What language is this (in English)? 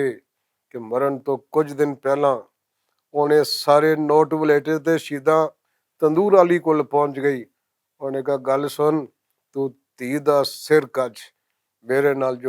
Western Panjabi